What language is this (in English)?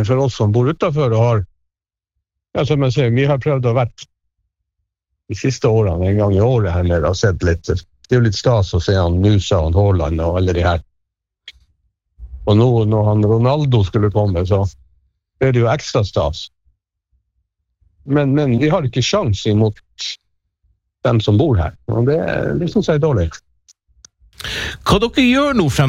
Norwegian